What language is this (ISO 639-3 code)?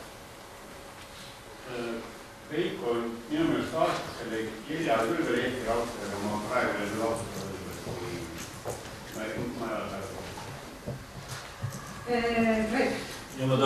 est